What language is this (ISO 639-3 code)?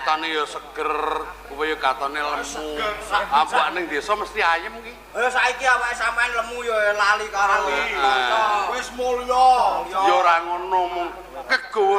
jav